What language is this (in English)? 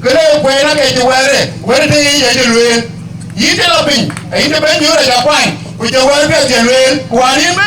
Dinka